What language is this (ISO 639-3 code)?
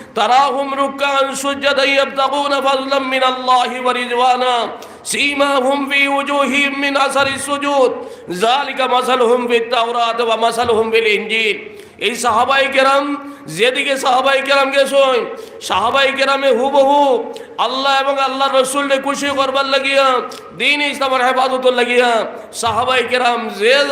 syl